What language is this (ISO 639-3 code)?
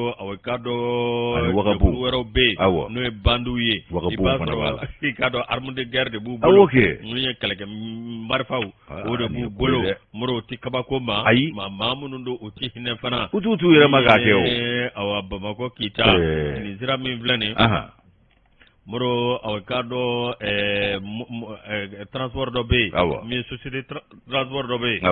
bam